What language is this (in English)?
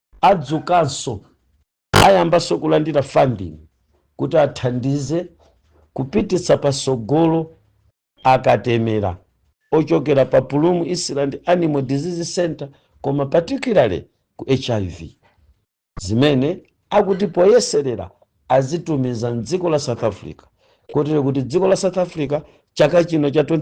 Nyanja